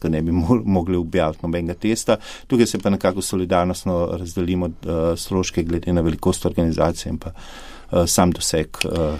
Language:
Slovenian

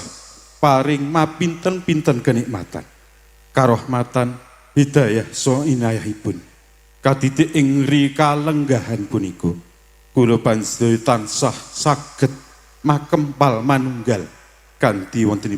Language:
Javanese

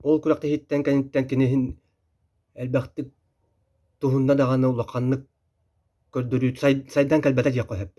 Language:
Yakut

